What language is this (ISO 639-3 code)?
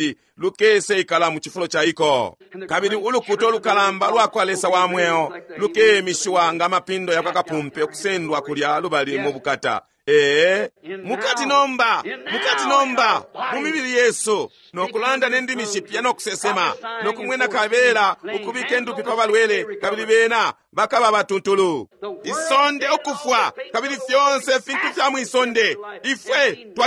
bem